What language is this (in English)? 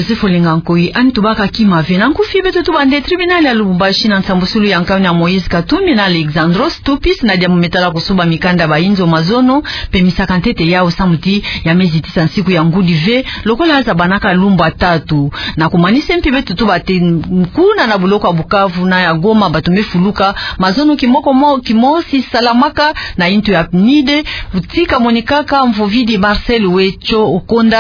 Kituba (Democratic Republic of Congo)